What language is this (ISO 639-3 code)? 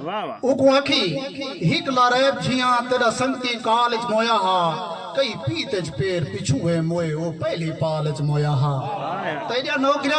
skr